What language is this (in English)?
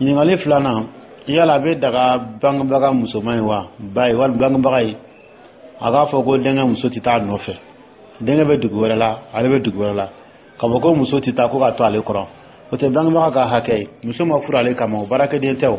Dyula